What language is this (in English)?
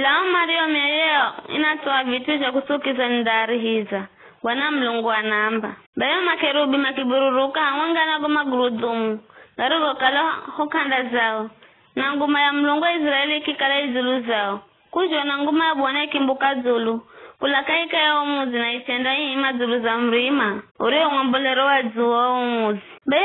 Giryama